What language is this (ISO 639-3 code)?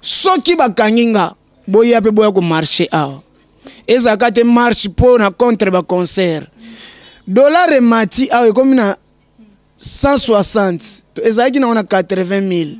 lin